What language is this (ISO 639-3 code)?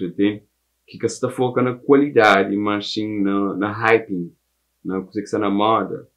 kea